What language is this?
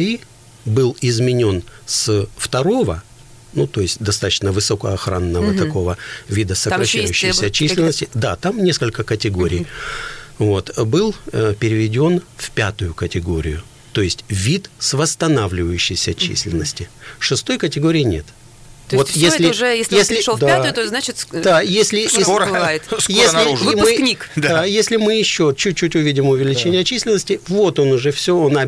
Russian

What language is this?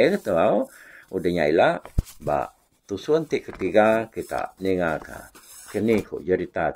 Iban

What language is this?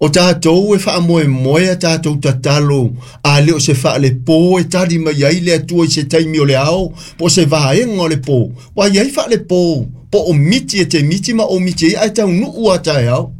Samoan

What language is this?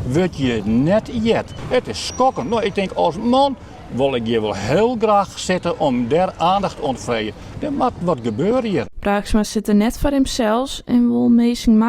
Western Frisian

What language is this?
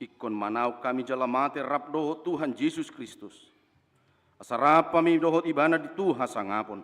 Batak Toba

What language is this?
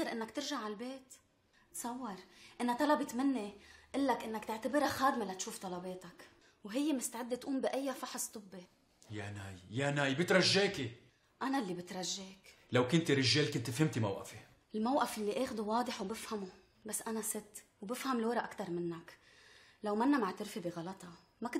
North Levantine Arabic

